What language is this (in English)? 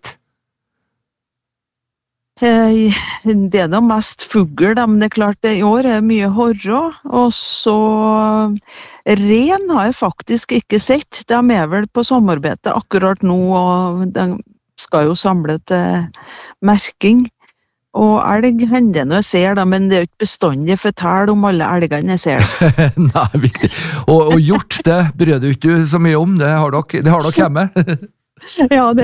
Norwegian